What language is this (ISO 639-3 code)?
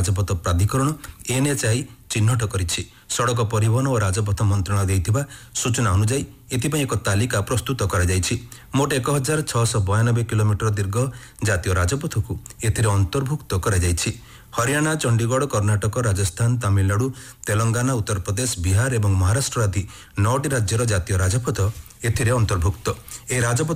ori